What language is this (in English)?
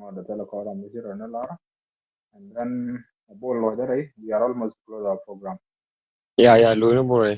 Nuer